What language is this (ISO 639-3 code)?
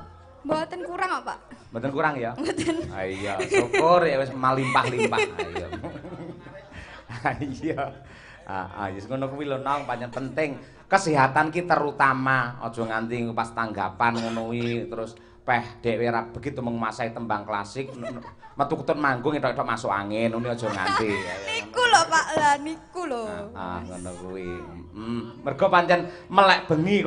jav